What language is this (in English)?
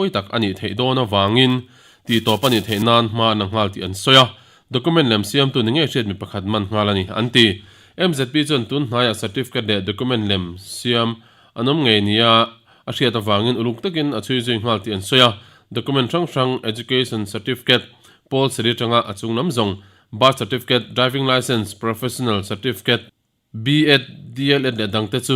Mizo